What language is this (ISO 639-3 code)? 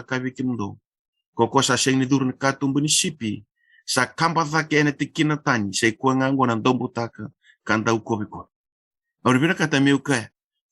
fij